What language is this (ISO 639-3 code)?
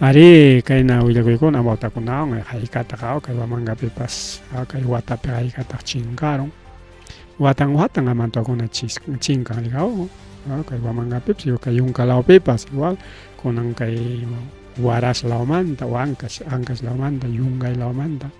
quy